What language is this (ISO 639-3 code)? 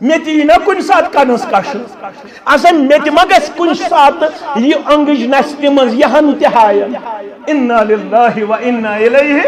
kas